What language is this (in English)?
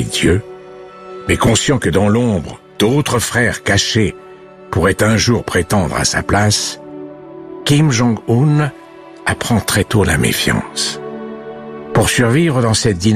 French